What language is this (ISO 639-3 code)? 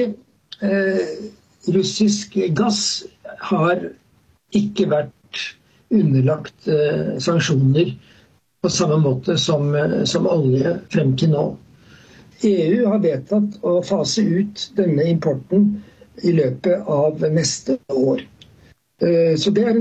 swe